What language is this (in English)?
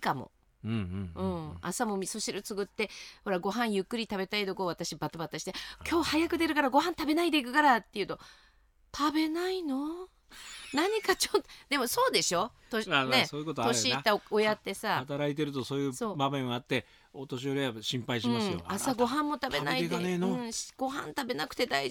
Japanese